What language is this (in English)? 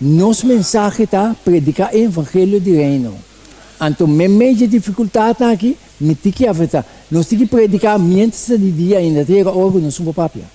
Papiamento